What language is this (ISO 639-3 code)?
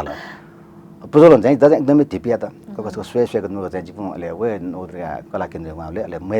new